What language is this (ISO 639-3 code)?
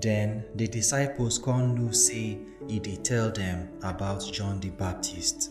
pcm